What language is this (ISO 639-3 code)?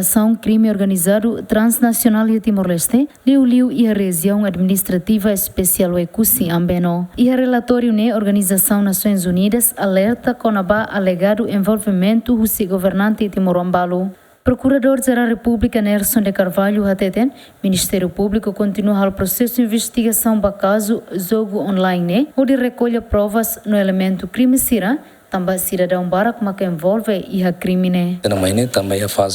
tet